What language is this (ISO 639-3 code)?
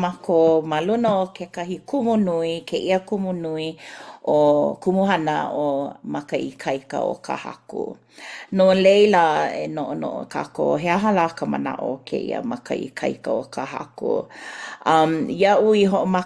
haw